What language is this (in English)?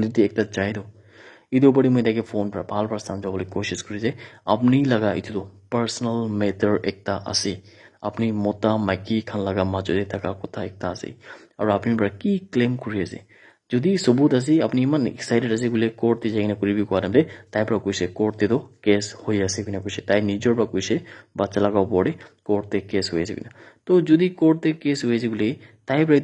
Naga Pidgin